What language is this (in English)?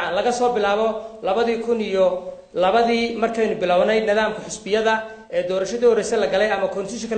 Somali